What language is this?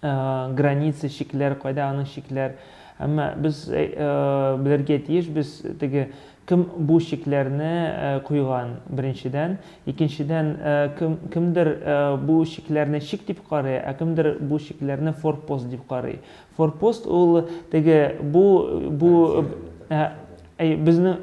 Tatar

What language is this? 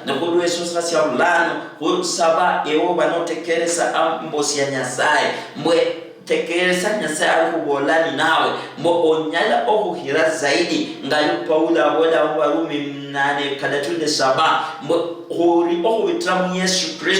Luyia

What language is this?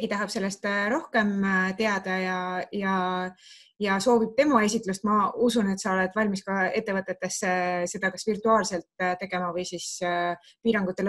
Estonian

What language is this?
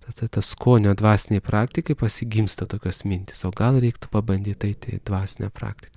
Lithuanian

